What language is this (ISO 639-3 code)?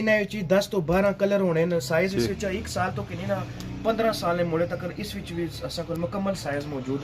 phr